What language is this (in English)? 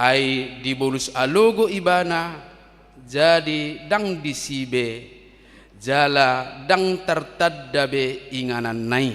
Batak Toba